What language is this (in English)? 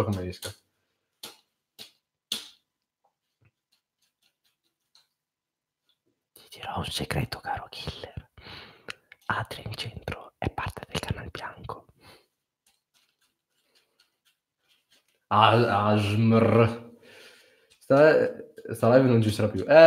Italian